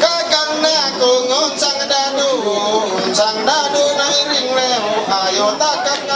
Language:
Ma'anyan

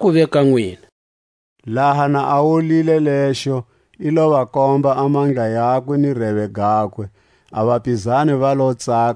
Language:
Tswa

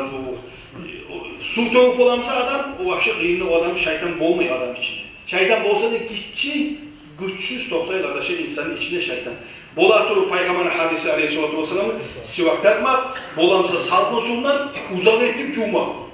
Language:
Kumyk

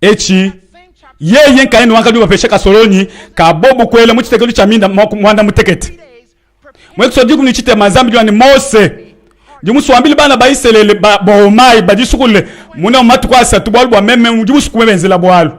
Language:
Luba-Lulua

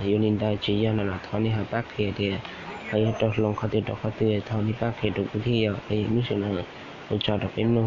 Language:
Hmong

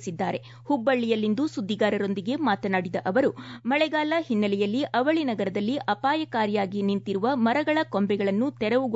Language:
Kannada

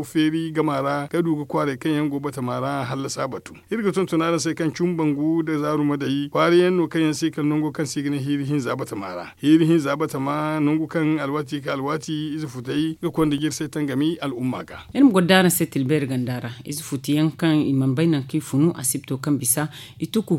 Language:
Zarma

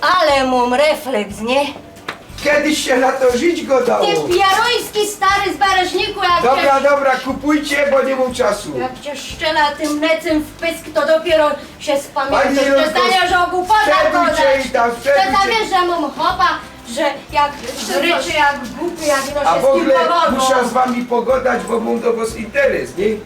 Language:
Silesian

